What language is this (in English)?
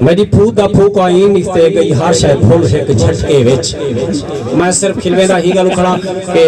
Saraiki